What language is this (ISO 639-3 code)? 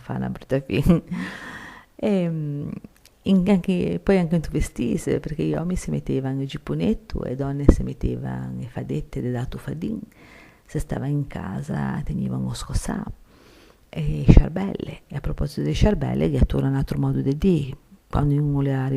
lij